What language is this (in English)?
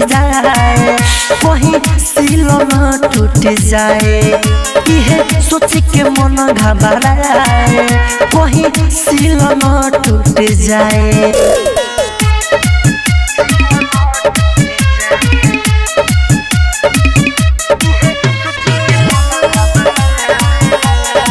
Bhojpuri